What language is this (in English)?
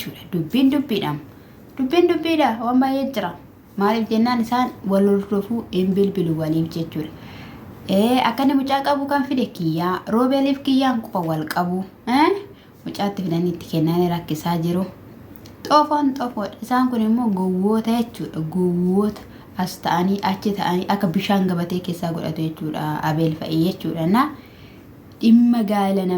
Oromo